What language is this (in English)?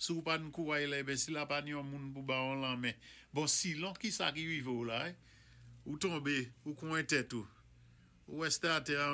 Saint Lucian Creole French